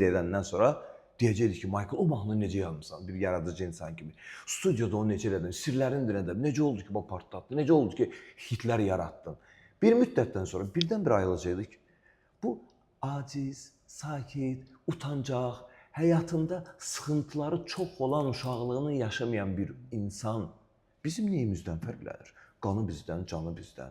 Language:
Azerbaijani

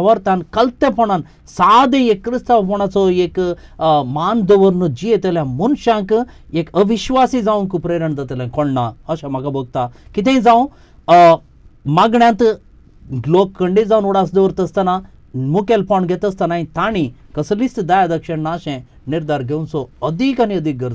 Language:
Konkani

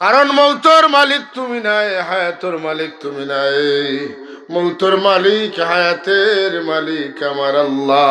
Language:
Sylheti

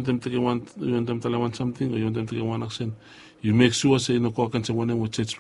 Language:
Bislama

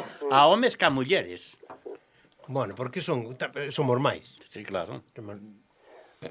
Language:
Galician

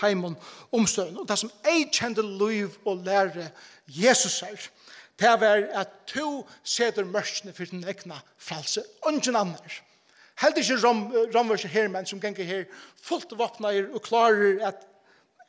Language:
Faroese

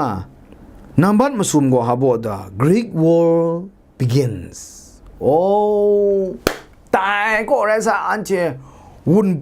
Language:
Kachin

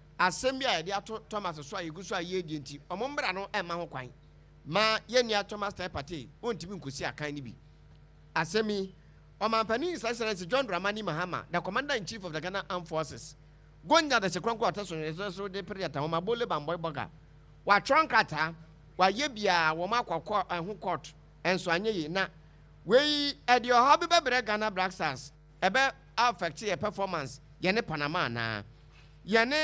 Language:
Akan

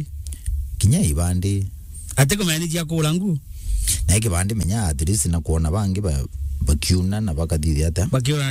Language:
Meru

